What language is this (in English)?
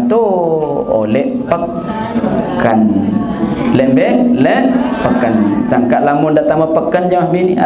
Sasak